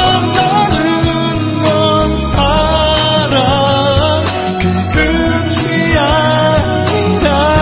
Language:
Korean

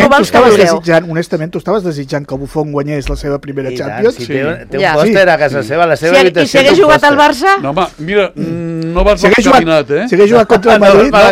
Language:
Catalan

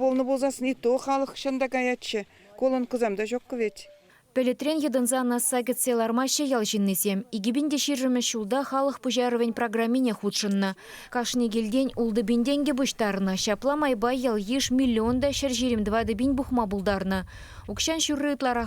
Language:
Chuvash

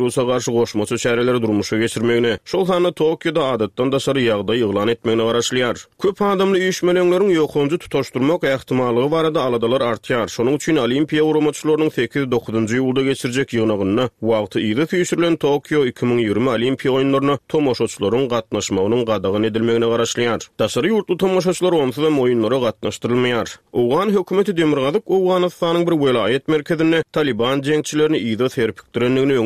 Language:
Turkmen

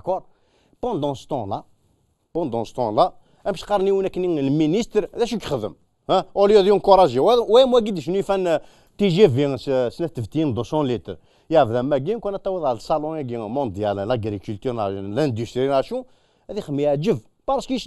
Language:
Kabyle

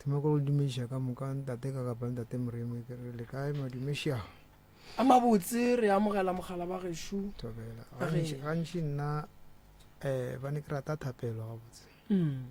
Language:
Northern Sotho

